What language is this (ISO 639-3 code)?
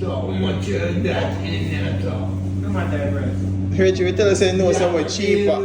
jam